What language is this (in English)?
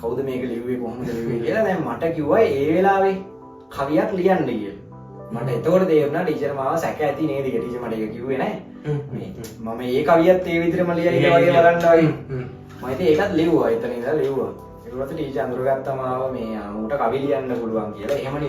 Sinhala